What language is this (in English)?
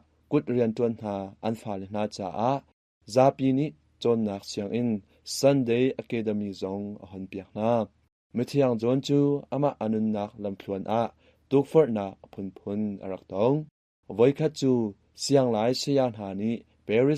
Hakha Chin